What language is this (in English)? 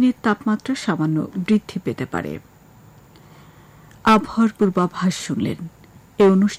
Bangla